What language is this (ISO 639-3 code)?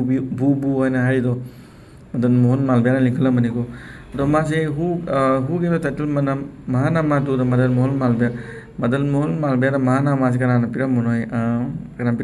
mni